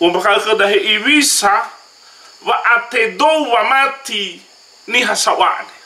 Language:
Nias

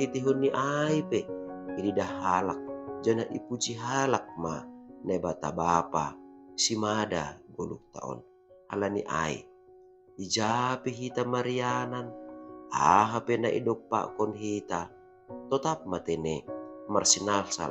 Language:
Batak Simalungun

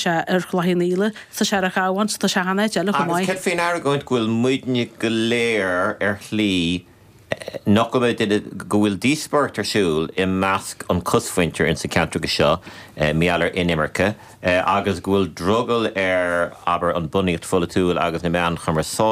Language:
Irish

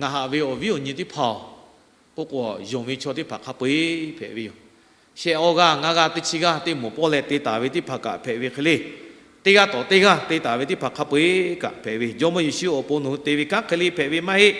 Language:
Lahu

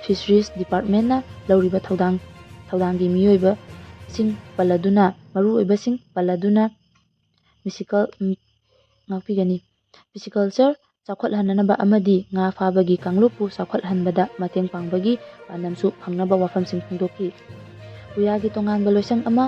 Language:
Manipuri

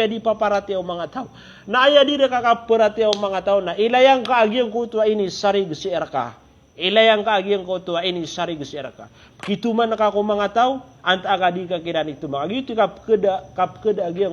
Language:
Maranao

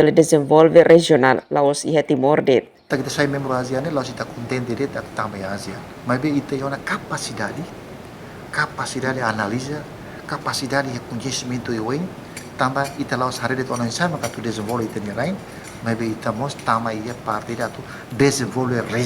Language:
Tetum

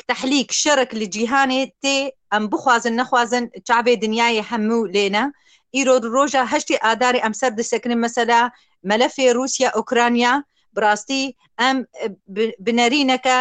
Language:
Kurdish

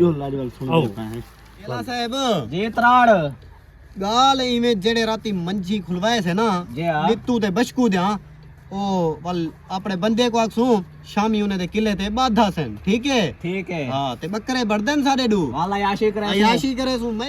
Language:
Saraiki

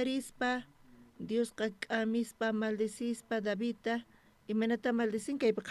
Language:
South Bolivian Quechua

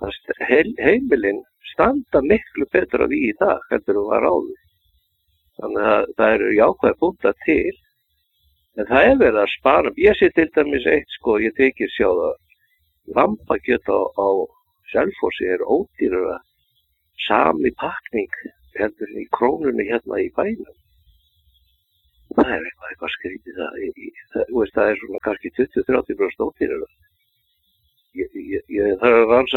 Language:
Icelandic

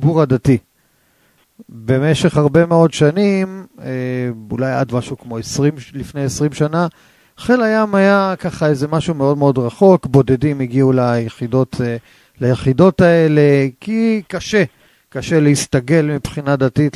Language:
Hebrew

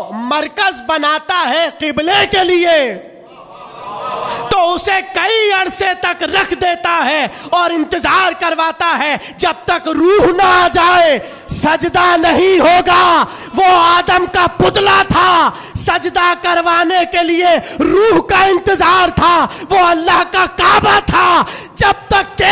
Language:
Urdu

